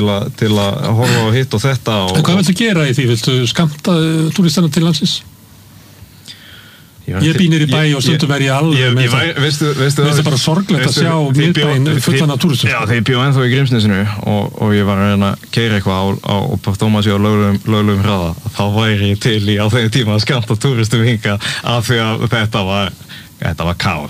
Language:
Icelandic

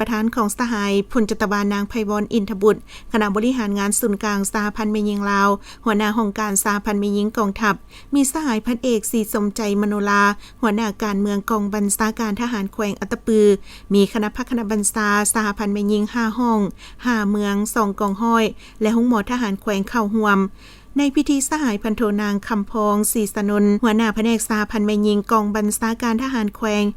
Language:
Lao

